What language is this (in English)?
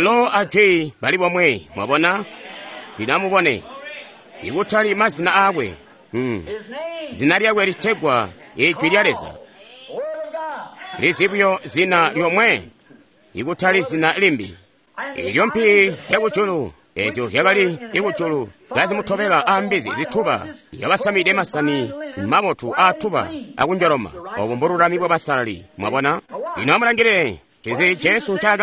Tonga (Zambia)